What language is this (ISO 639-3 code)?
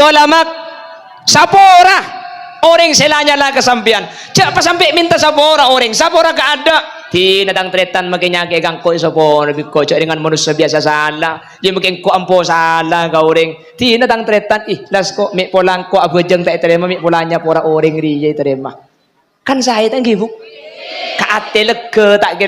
mad